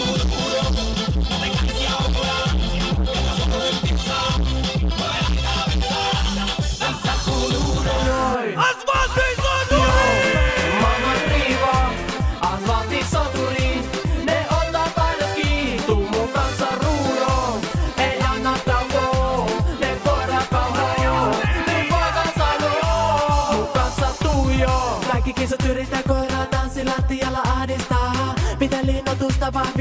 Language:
Finnish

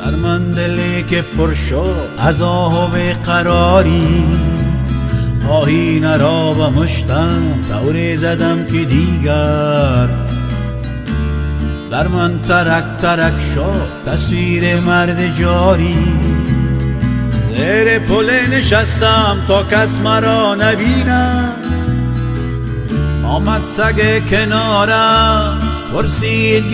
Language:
Persian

